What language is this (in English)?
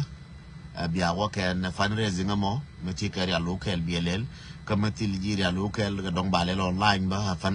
Nuer